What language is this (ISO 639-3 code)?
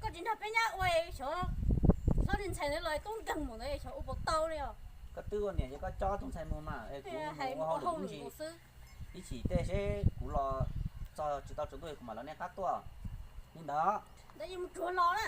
hmn